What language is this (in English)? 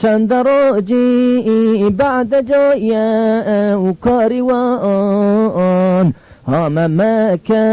Zaza